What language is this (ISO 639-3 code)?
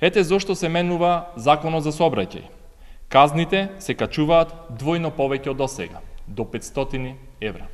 mkd